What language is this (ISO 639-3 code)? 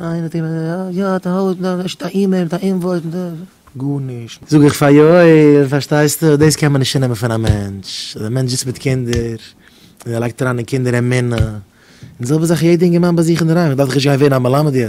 yid